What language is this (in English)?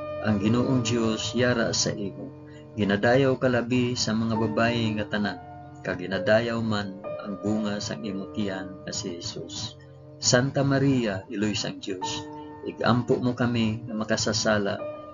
Hiligaynon